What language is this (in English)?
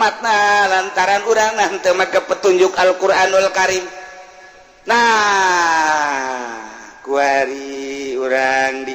Sundanese